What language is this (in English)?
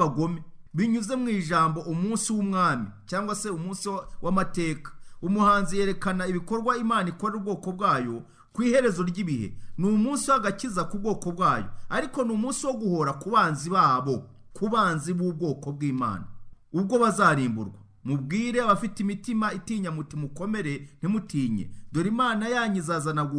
Kinyarwanda